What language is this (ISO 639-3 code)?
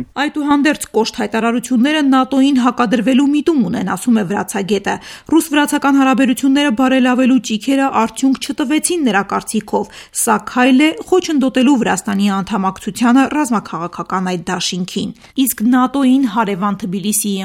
hye